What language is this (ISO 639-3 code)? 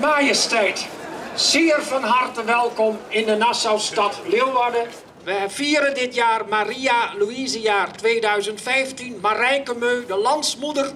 fry